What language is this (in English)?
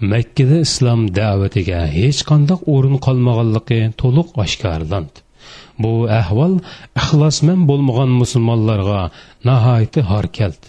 Uyghur